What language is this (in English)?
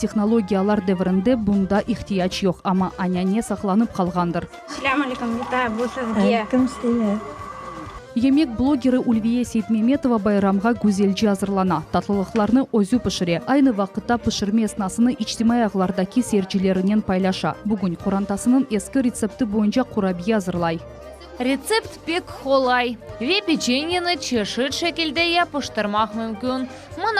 Crimean Tatar